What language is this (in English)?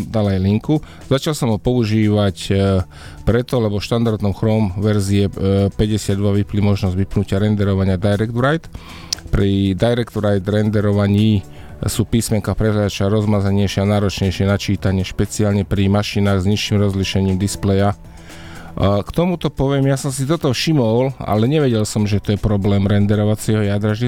Slovak